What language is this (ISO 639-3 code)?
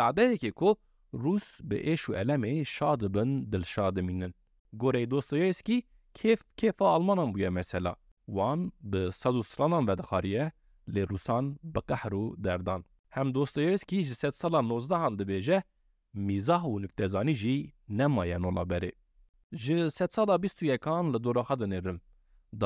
kur